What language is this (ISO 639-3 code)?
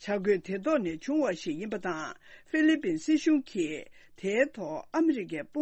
bod